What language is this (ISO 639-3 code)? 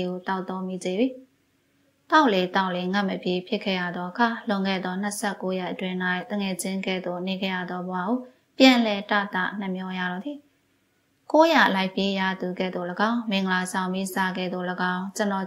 mya